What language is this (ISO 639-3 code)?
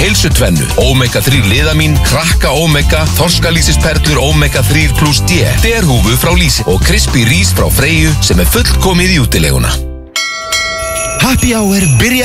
isl